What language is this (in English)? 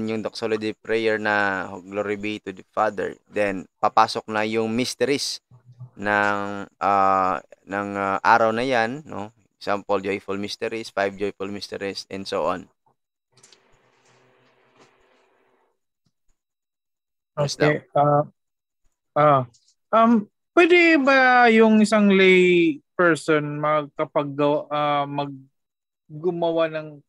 Filipino